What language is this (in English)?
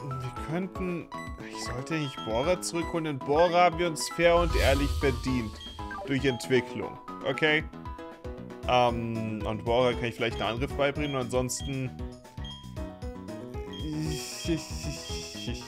German